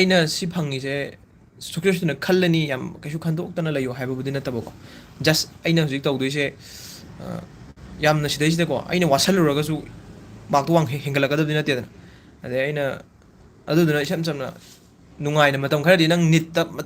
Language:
Manipuri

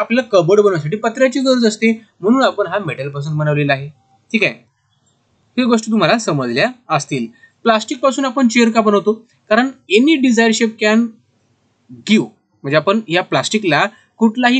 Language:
Marathi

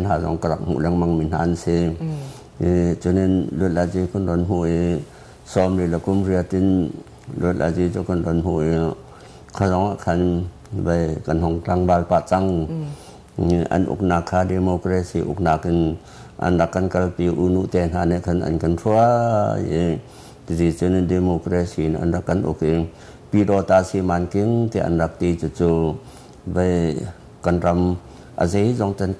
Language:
Hakha Chin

